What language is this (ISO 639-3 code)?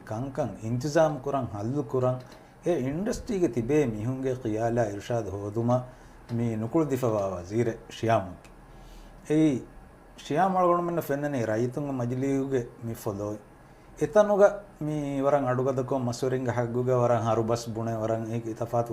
div